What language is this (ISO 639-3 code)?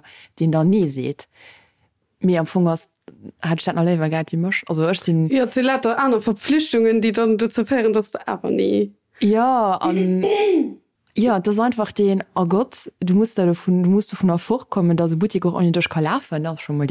ltz